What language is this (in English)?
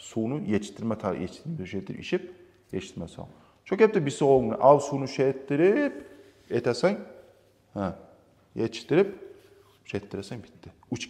Kumyk